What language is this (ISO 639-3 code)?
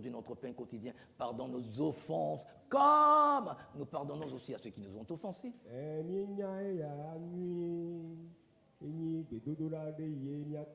ewe